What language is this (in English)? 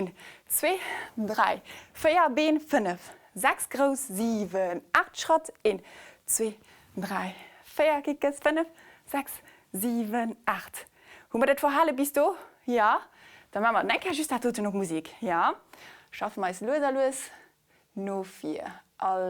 Luxembourgish